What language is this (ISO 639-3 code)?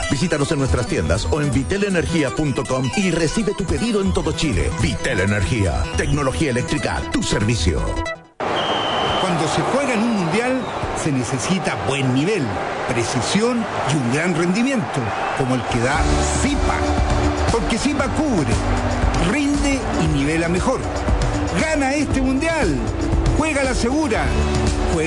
spa